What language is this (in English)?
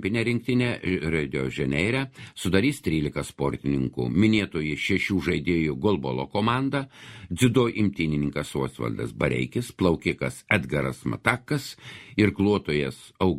Lithuanian